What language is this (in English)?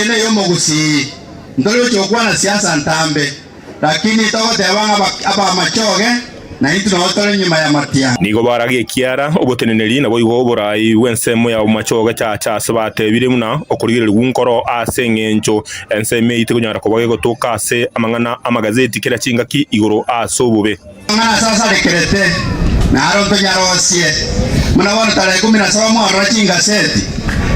Gusii